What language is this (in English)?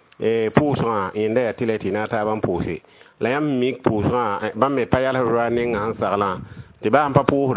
Mossi